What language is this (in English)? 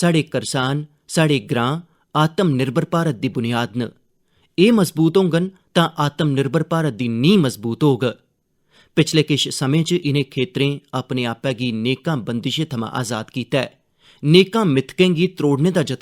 Dogri